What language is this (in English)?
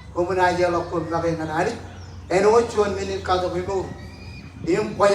Marshallese